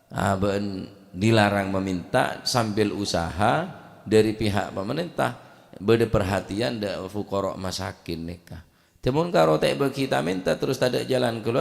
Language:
Madurese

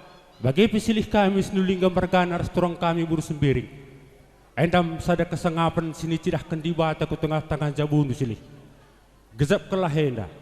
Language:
Batak Karo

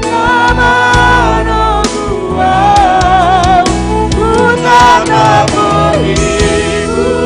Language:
Batak Simalungun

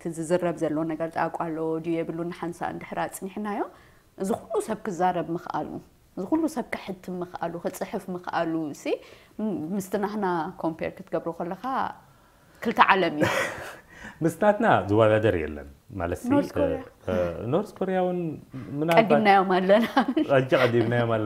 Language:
Tigrinya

